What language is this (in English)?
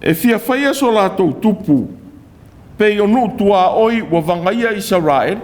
Samoan